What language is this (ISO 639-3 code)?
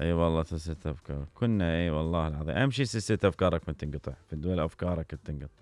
acm